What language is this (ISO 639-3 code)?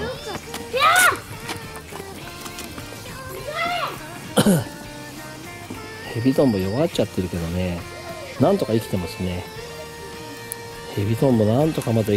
jpn